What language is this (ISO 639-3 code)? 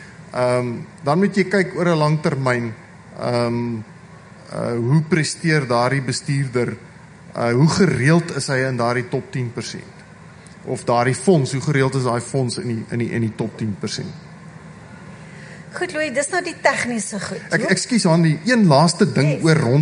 afr